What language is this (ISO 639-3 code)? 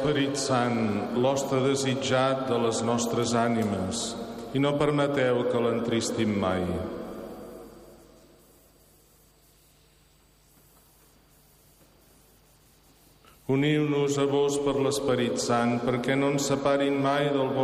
cat